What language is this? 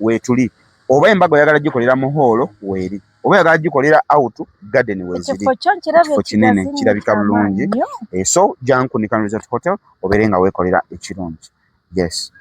Ganda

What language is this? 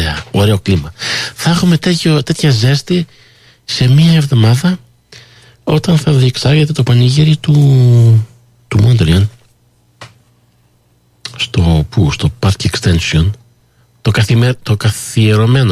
Greek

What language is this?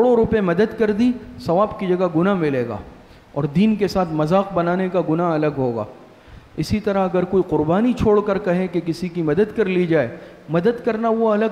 Urdu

